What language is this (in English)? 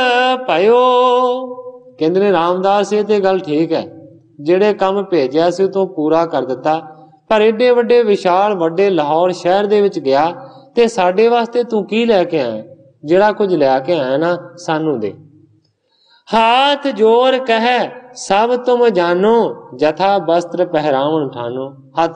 Punjabi